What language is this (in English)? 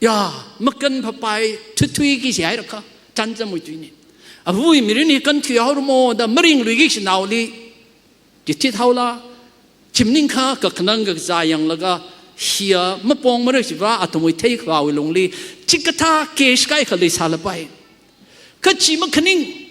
Tangkhul Naga (India)